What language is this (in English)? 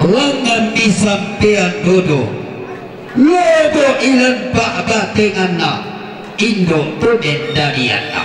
Toraja-Sa'dan